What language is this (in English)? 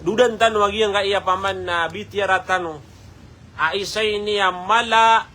Maranao